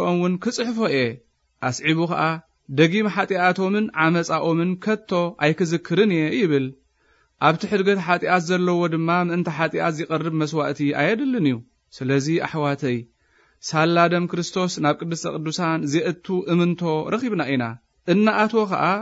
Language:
Tigrinya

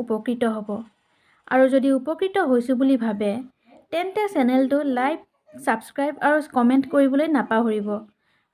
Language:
Assamese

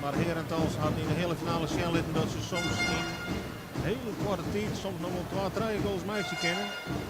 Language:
Western Frisian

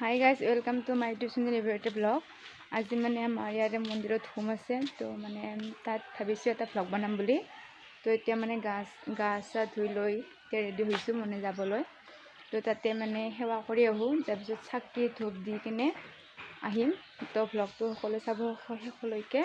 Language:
Assamese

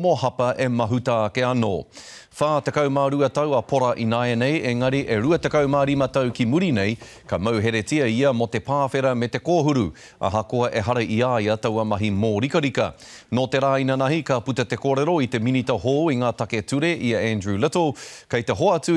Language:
Māori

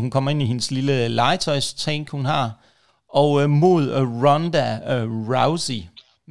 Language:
Danish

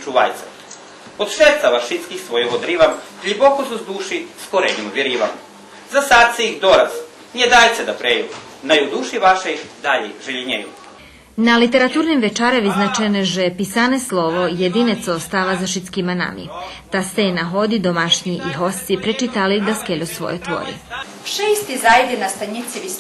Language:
Rusyn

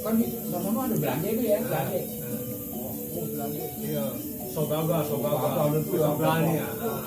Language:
Betawi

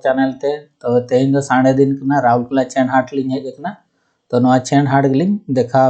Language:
Santali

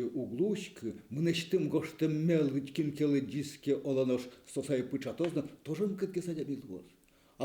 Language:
Udmurt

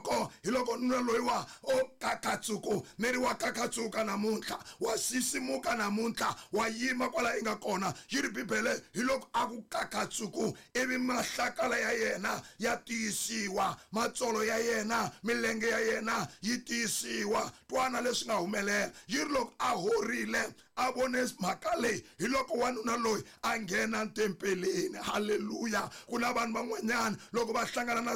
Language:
Tsonga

